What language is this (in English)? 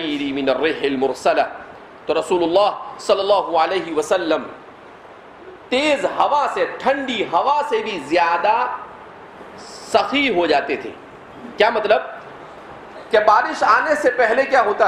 Urdu